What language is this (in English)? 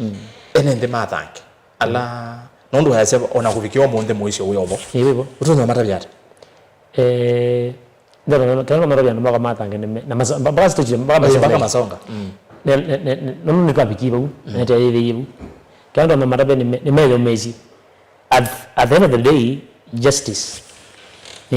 Kamba